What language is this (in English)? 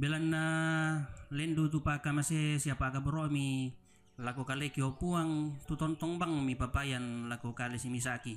Toraja-Sa'dan